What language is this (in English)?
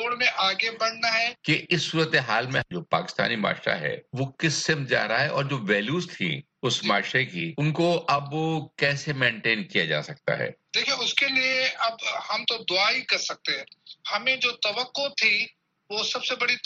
Urdu